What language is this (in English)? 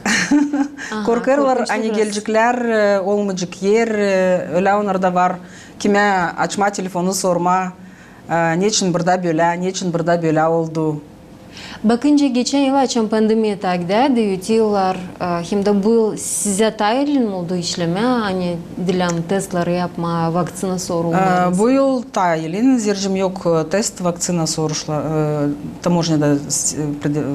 Gagauz